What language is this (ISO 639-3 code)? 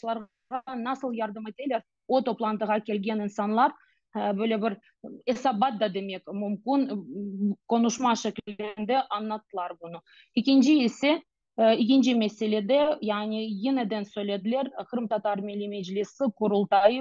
crh